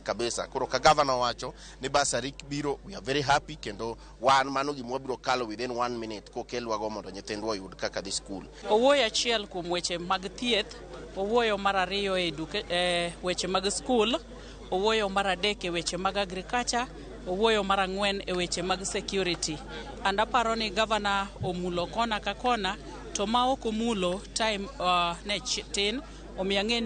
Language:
Luo (Kenya and Tanzania)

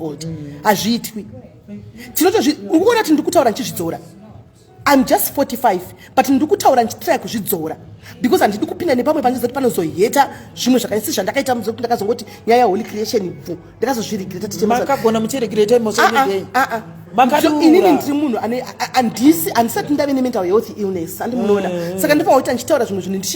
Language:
Shona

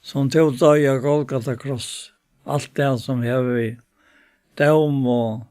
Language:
Faroese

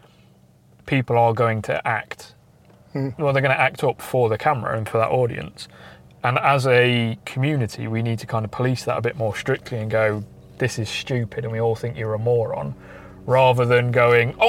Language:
English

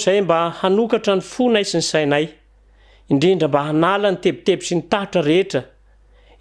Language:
Malagasy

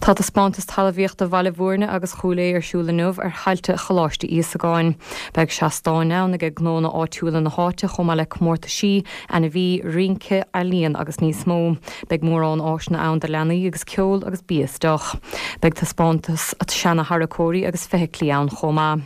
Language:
Irish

